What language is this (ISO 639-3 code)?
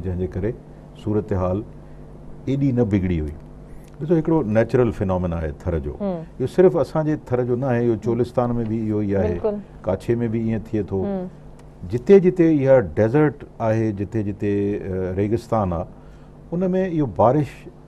snd